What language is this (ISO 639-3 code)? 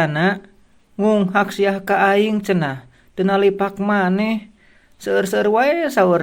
sun